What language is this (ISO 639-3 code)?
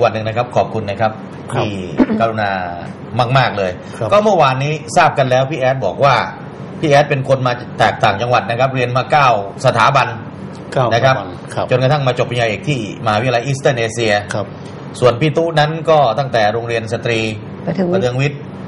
tha